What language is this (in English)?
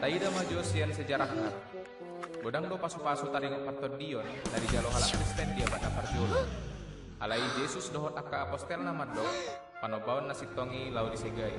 Batak Toba